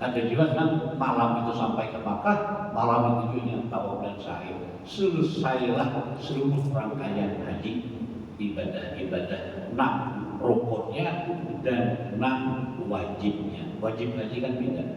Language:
Banjar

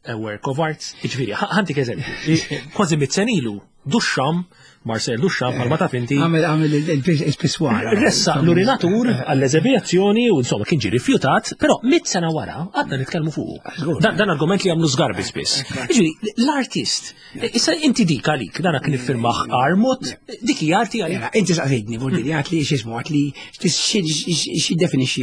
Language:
Maltese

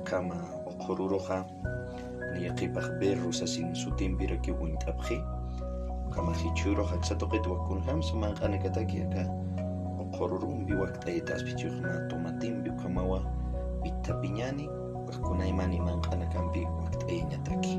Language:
Aymara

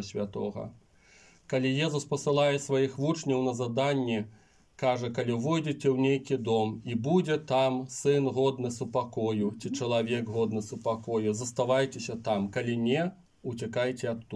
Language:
Belarusian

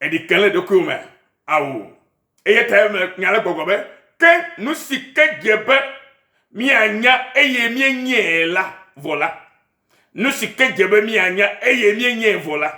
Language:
Ewe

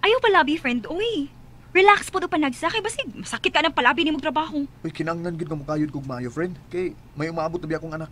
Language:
Cebuano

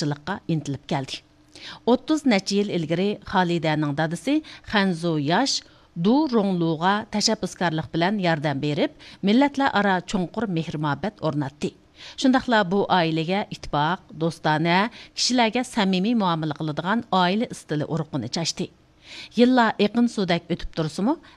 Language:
Uyghur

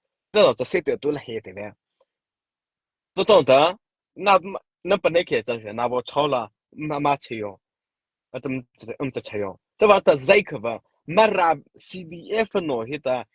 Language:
Mara Chin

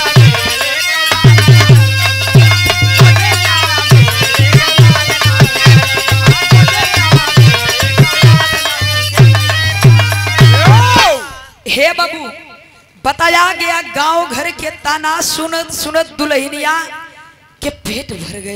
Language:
Bhojpuri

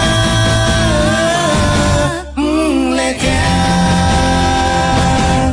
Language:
Akha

